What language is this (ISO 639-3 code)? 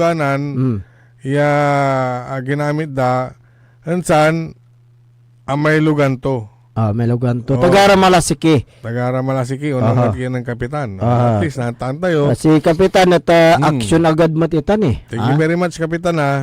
pag